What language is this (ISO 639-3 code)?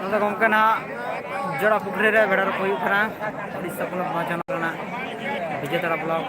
sat